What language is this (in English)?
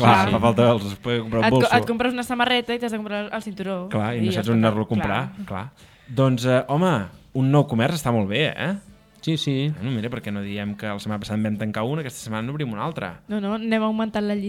Catalan